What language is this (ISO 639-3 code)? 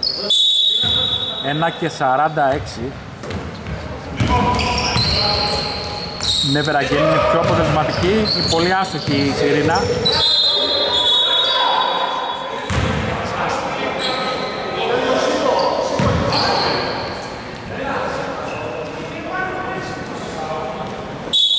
ell